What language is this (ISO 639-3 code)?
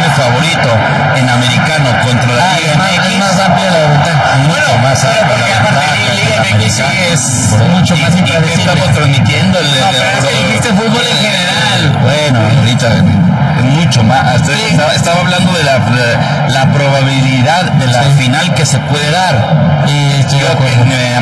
spa